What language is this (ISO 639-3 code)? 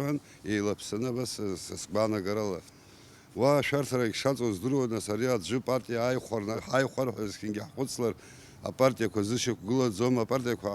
abk